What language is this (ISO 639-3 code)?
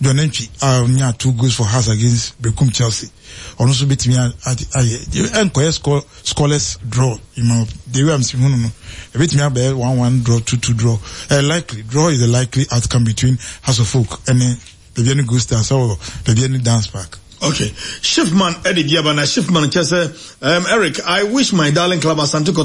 aka